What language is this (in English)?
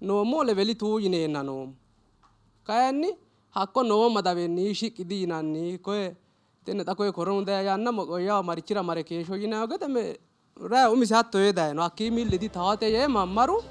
Sidamo